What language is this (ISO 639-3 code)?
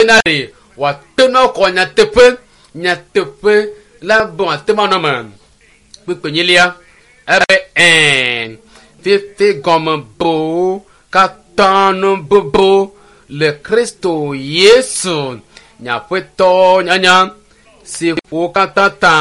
ewe